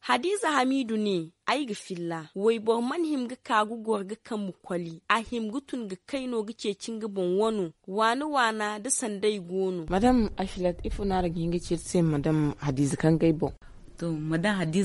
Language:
Zarma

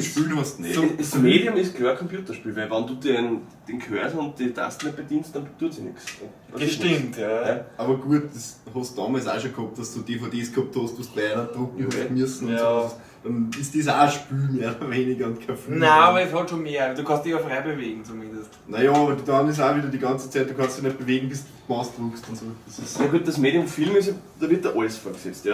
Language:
Bavarian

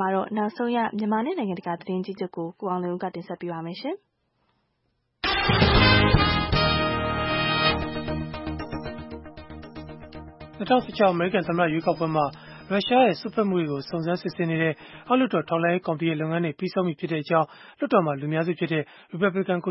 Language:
Burmese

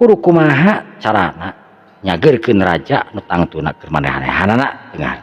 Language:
Sundanese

